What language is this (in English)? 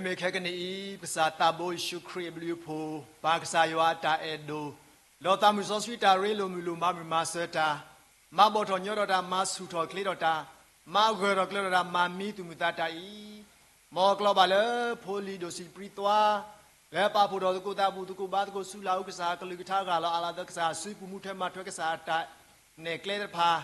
S'gaw Karen